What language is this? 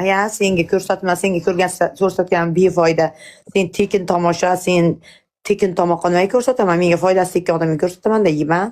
Uzbek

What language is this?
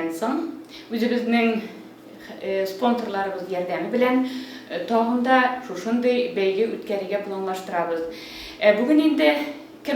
Tatar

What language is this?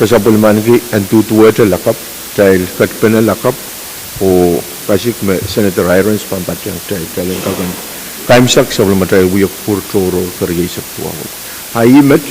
Pohnpeian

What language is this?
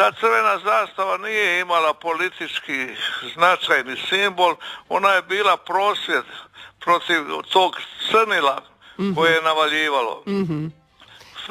Croatian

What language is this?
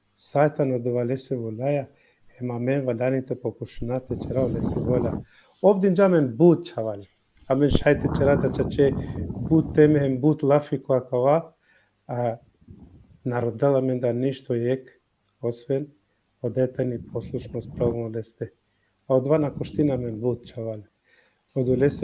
Balkan Romani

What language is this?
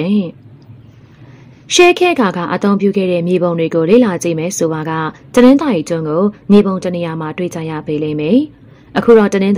Burmese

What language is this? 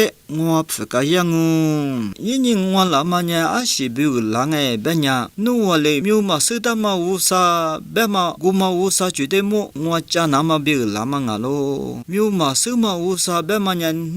Lisu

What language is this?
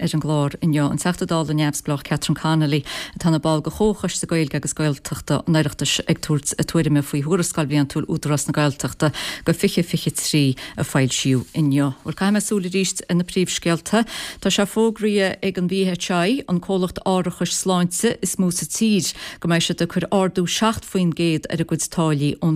Irish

